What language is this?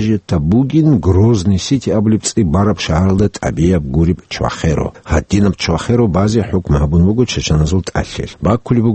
Avaric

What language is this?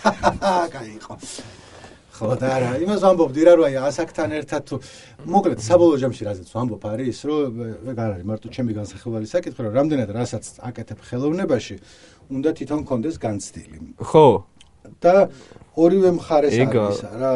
Georgian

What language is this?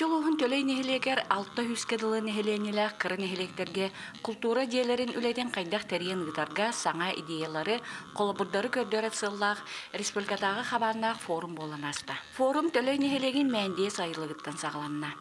Yakut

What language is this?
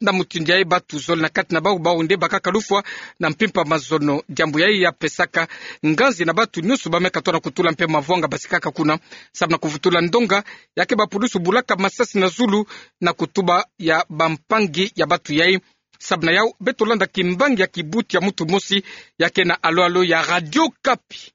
Kituba (Democratic Republic of Congo)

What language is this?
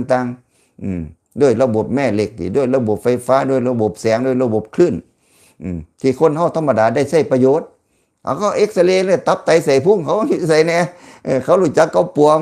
Lao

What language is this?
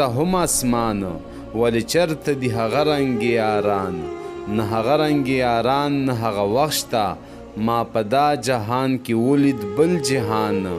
Pashto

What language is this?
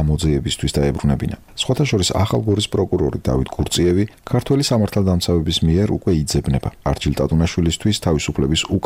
Georgian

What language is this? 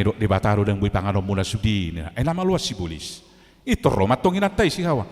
Batak Toba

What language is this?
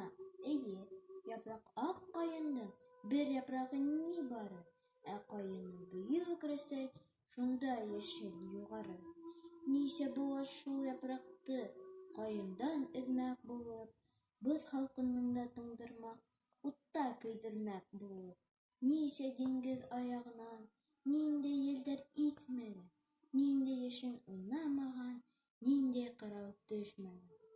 Bashkir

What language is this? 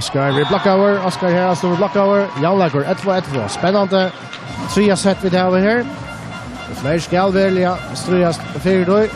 Faroese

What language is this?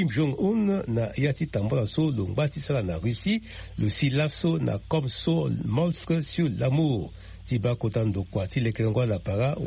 Sango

